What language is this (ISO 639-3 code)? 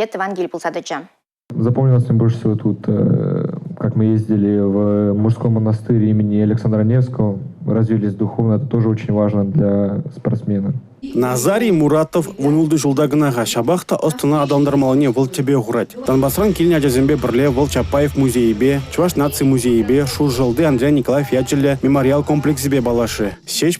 chv